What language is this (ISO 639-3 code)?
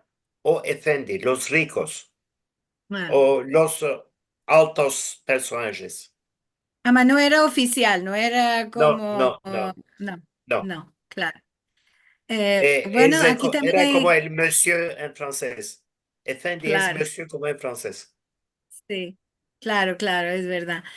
lad